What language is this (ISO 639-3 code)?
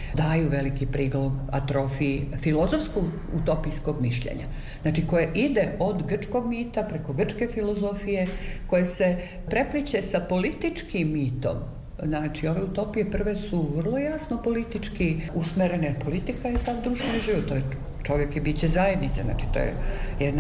srp